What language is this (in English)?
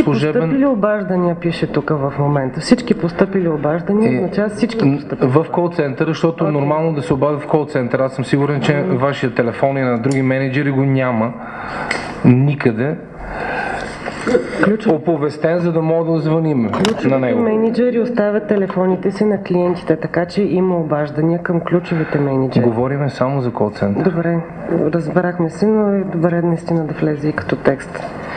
Bulgarian